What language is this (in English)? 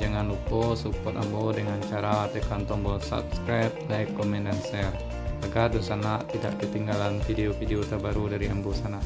Minangkabau